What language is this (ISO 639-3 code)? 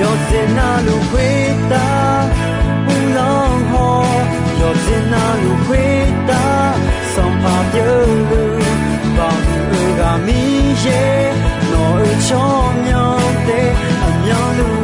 ahk